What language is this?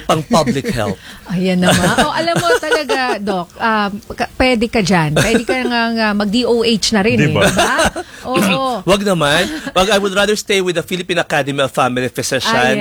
Filipino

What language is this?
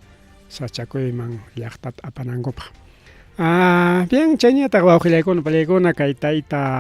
Ayacucho Quechua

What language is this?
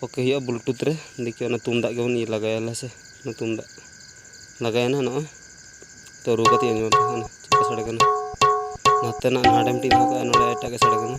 Santali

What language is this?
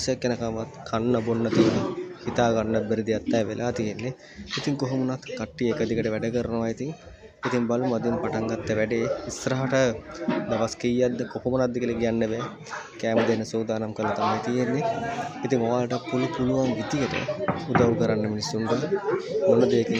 Sinhala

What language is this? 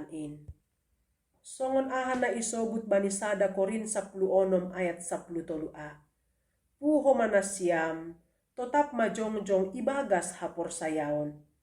Batak Simalungun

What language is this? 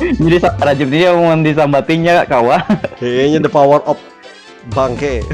Banjar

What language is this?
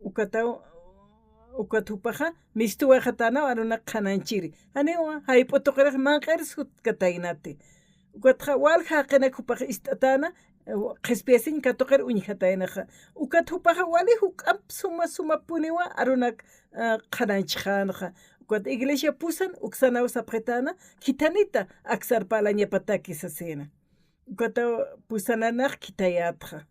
Aymara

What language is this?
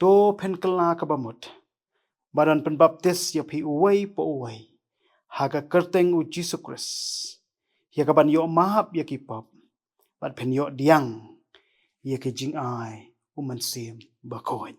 Khasi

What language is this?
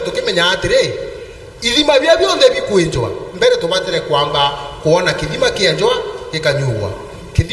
Meru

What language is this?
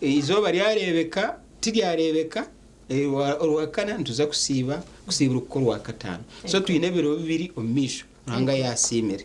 Nyankole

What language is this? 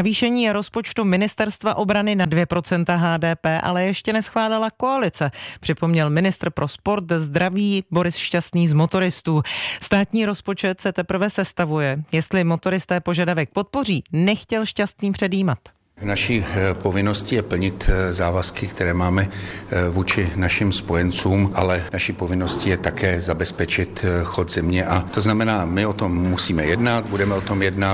Czech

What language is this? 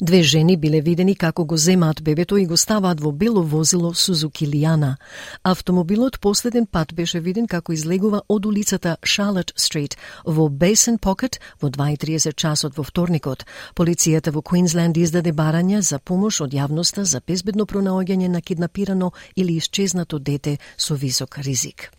Macedonian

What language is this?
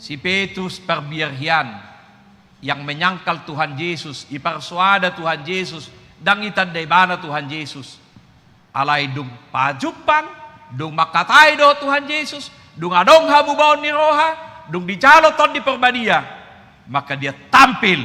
Batak Toba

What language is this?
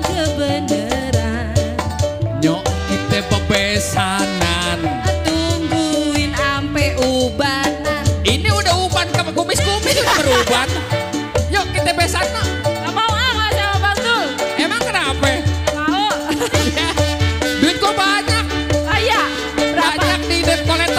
Betawi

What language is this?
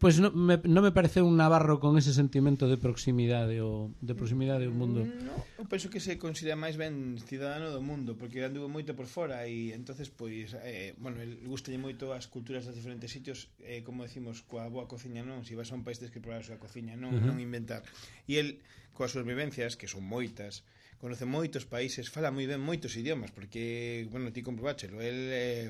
Galician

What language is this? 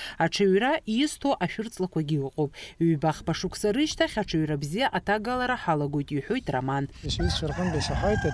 Abkhazian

